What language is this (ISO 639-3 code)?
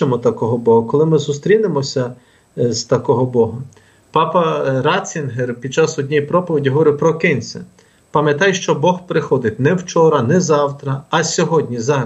ukr